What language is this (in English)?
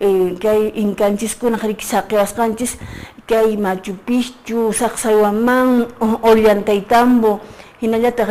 Quechua